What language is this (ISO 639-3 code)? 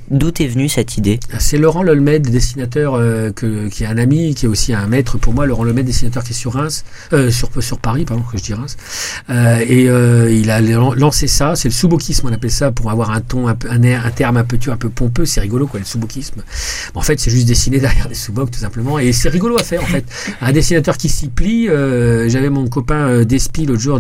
fra